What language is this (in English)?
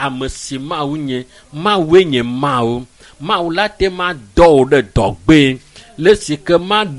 Ewe